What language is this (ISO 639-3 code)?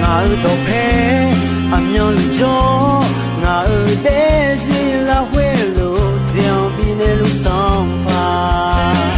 ahk